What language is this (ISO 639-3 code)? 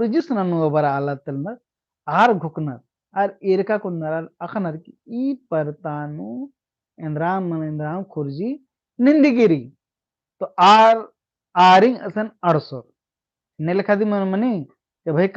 kru